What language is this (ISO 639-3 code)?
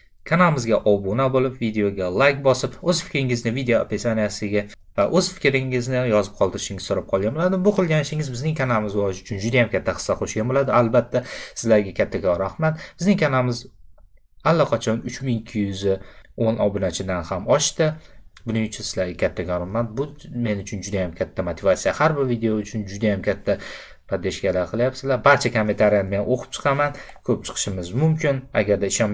uzb